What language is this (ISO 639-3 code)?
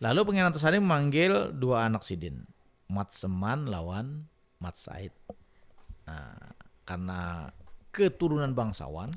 bjn